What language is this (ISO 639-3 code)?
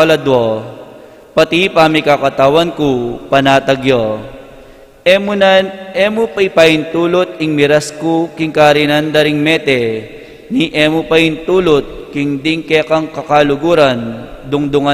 pam